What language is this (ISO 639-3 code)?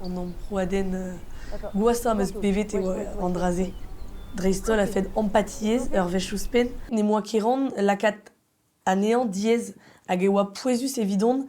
bre